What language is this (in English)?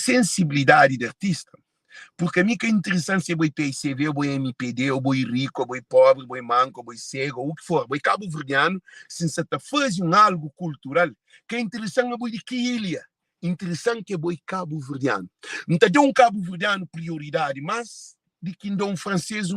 Kabuverdianu